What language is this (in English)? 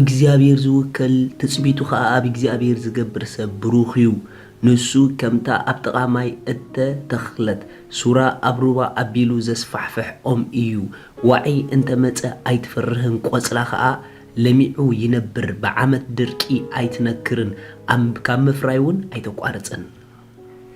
Tigrinya